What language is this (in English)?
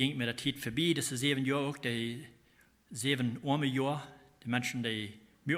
Plautdietsch